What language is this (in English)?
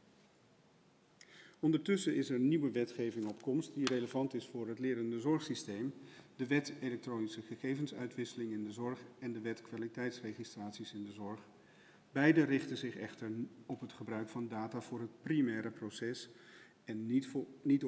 Dutch